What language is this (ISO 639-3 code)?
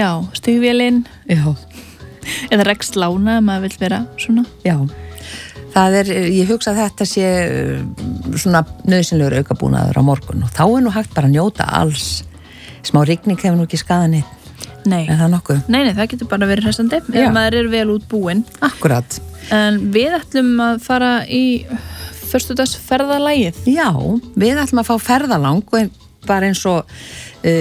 isl